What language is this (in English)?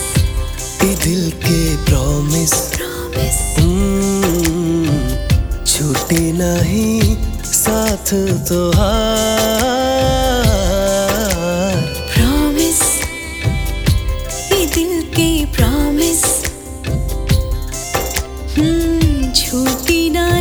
Bhojpuri